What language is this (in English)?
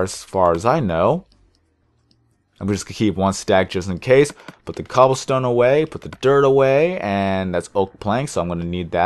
English